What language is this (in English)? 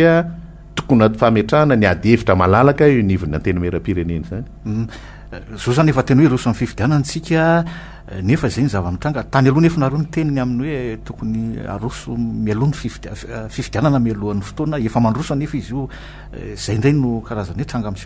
Malagasy